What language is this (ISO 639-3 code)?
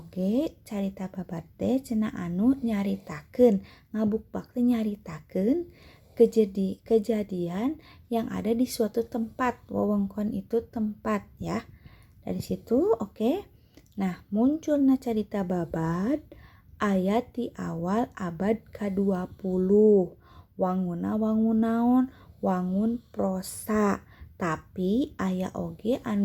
sun